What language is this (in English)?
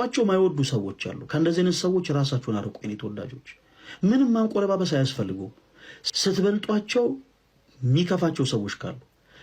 Amharic